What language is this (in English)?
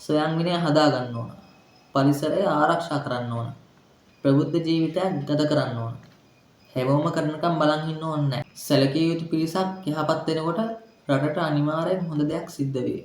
Sinhala